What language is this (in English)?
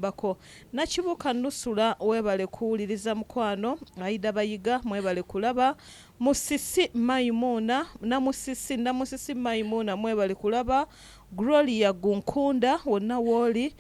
Ganda